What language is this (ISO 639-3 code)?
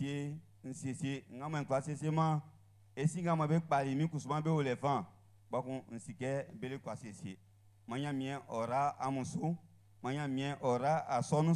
bci